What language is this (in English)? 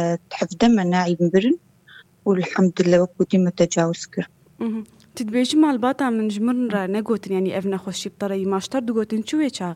Kurdish